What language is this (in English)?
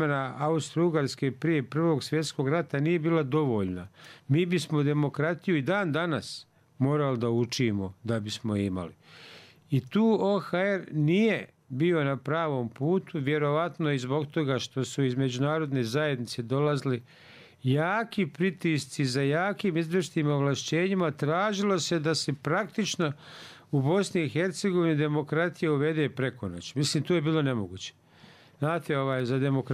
Bosnian